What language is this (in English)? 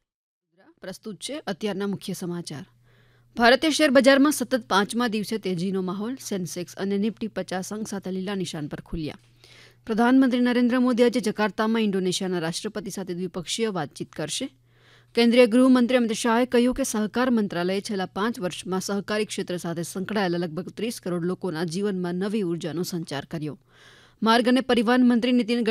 Gujarati